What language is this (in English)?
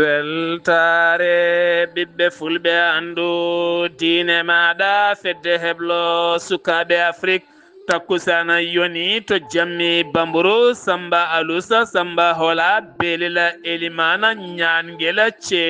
Fula